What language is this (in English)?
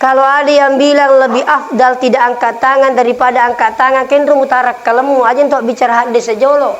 Buginese